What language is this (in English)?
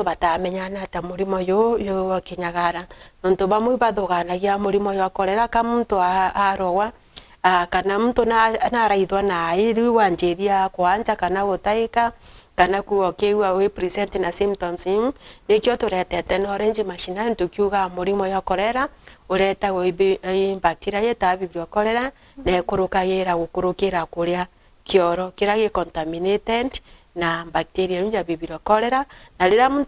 Meru